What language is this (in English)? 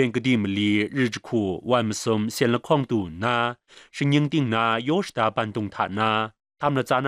Kachin